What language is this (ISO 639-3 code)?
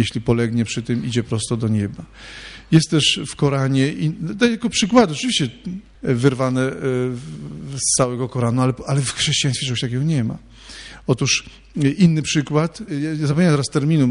pol